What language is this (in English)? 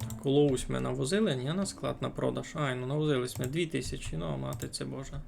Rusyn